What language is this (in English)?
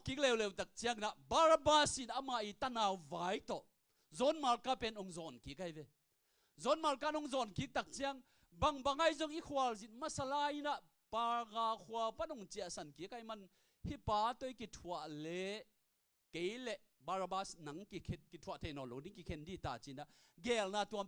Tedim Chin